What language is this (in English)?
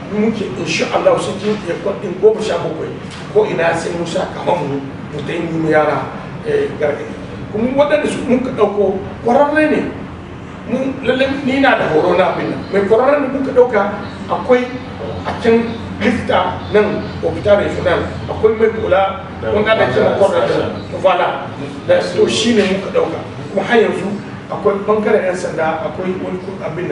Hausa